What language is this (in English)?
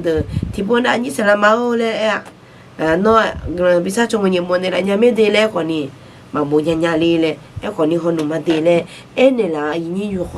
Akha